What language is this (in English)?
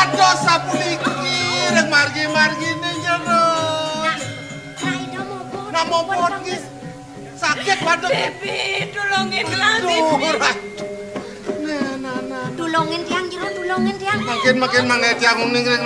Balinese